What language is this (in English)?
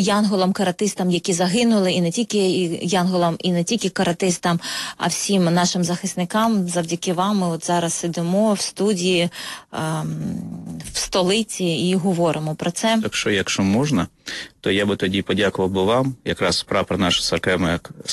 Ukrainian